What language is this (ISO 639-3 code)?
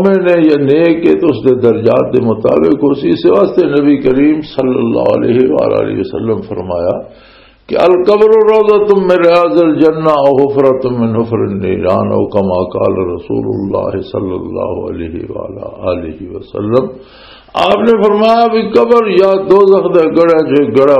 lah